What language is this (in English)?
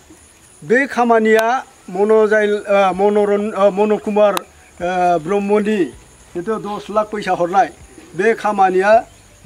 Bodo